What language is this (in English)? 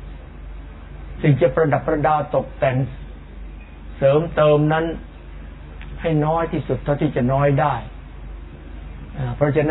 Thai